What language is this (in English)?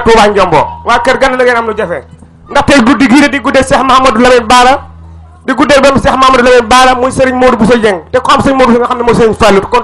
Wolof